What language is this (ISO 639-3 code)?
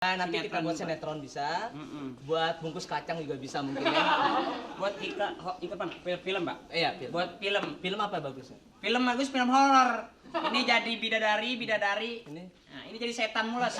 bew